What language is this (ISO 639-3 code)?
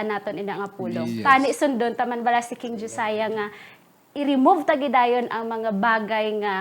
hil